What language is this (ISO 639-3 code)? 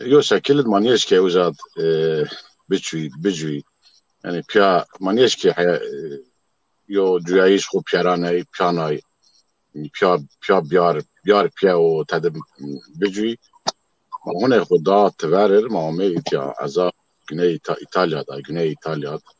zza